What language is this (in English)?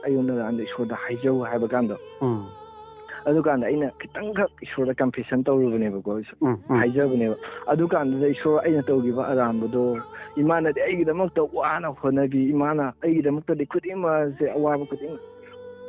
Manipuri